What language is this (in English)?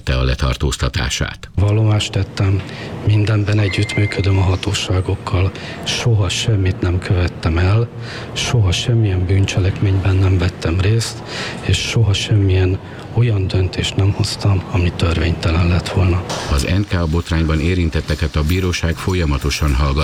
Hungarian